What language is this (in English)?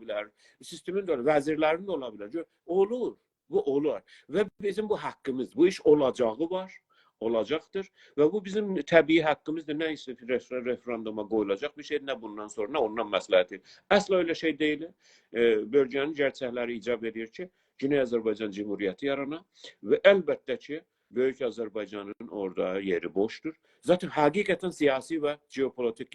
South Azerbaijani